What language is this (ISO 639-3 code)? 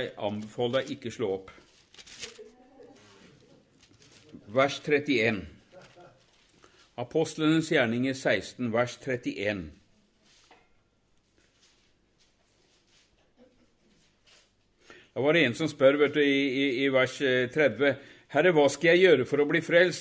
nor